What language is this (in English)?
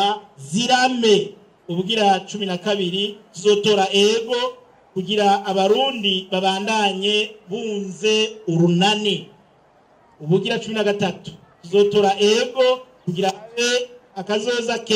Rundi